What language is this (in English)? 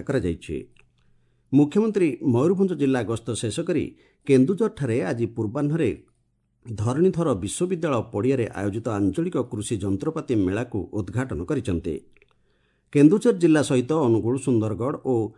Odia